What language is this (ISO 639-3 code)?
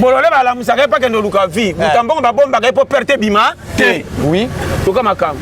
lin